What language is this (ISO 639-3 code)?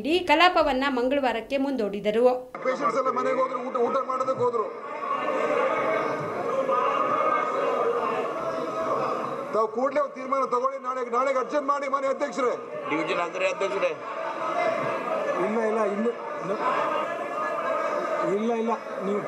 kan